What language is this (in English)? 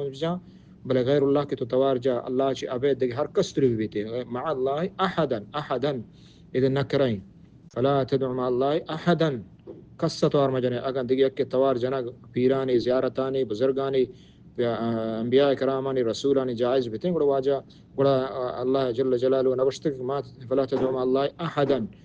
Baluchi